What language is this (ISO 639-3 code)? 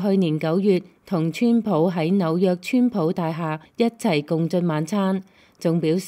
yue